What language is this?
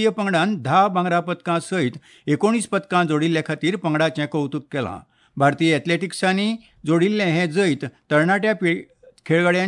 Konkani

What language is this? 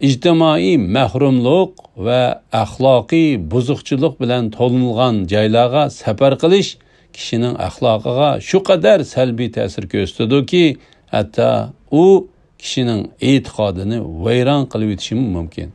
Uyghur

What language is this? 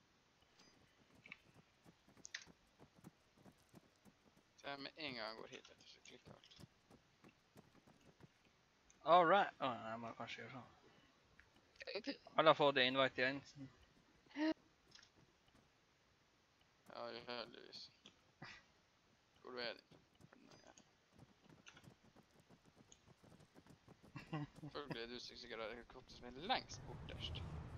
Norwegian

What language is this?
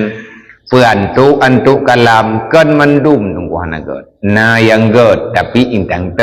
Achinese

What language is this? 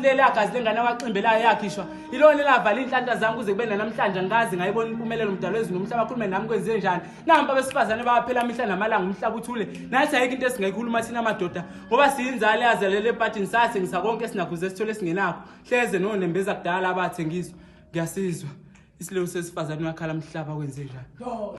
Zulu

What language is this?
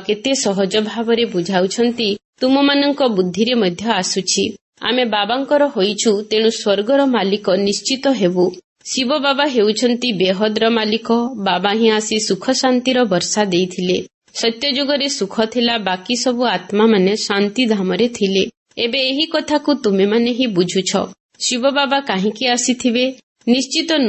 Odia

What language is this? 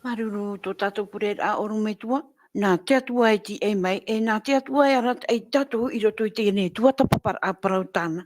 Tahitian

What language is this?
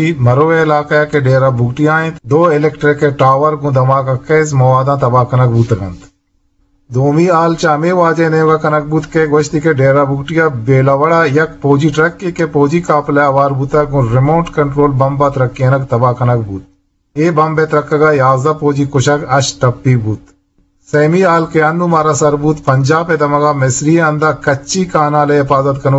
Eastern Balochi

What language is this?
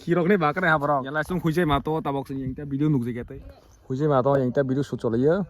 Kok Borok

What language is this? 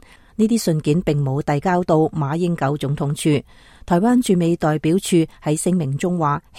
Cantonese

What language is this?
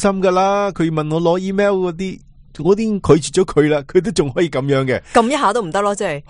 Cantonese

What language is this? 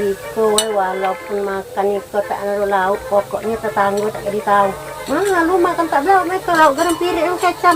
Musi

